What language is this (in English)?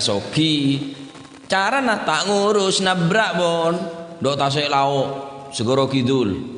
Madurese